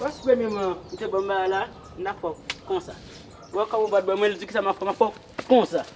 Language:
Haitian Creole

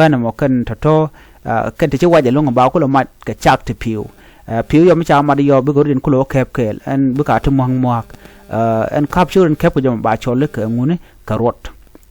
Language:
Nuer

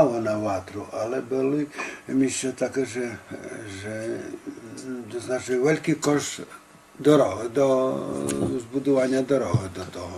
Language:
Rusyn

